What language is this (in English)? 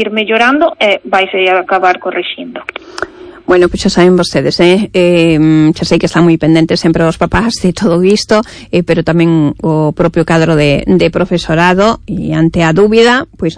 Galician